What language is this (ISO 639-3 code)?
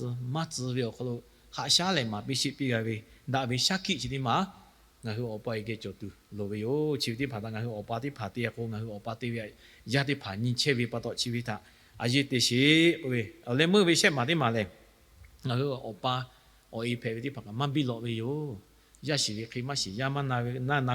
lhu